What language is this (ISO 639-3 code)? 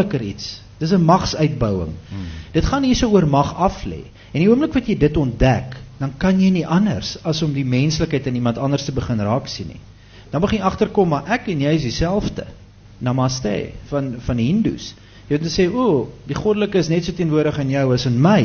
afr